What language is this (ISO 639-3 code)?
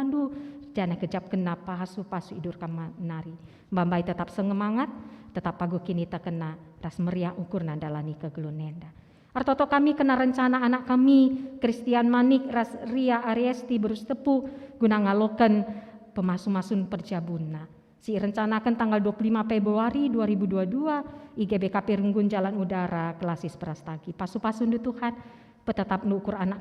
btx